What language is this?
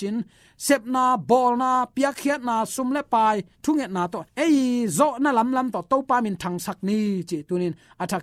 Tedim Chin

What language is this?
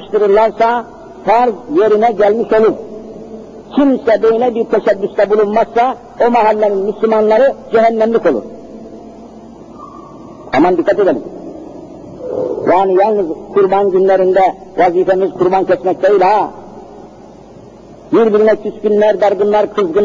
Turkish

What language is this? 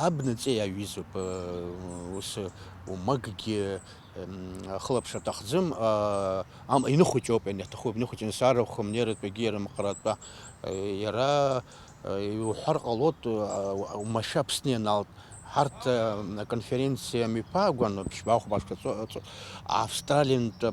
Abkhazian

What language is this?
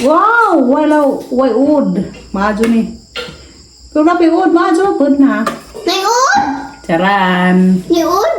Cebuano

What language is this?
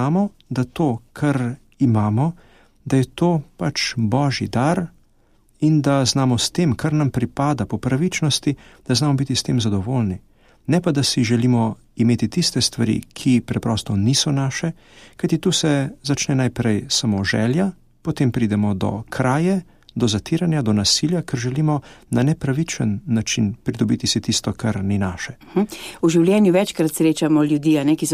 Slovenian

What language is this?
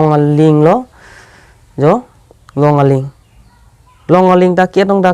Karbi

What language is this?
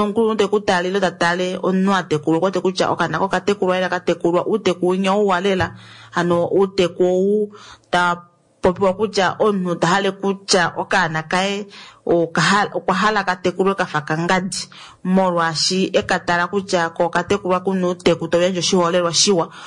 Kuanyama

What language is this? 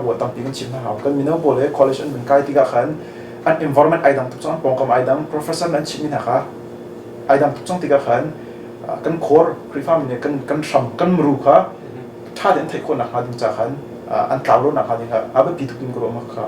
Hakha Chin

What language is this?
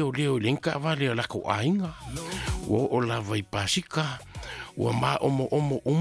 Samoan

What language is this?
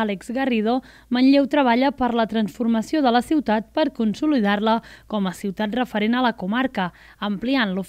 Catalan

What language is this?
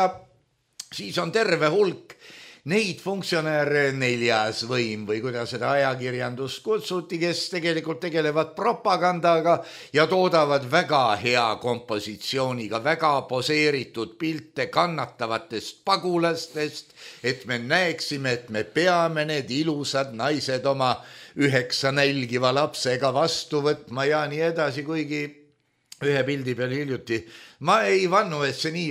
Estonian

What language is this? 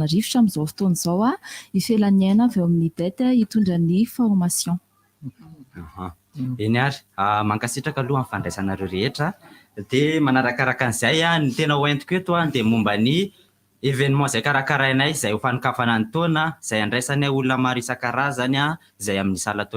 Malagasy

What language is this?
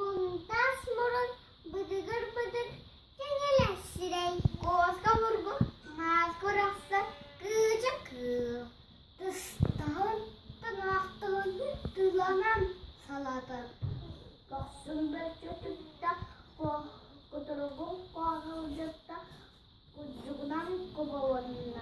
Yakut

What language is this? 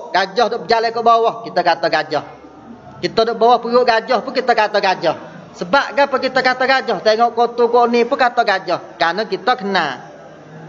Malay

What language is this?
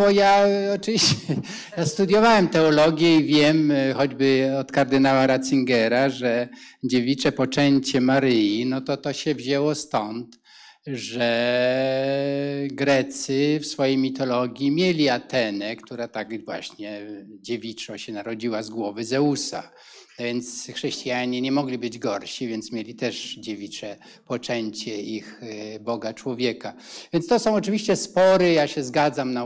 Polish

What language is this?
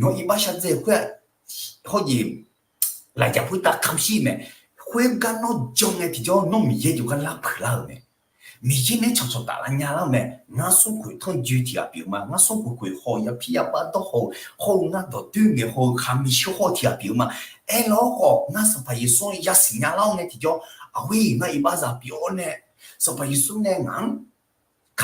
Akha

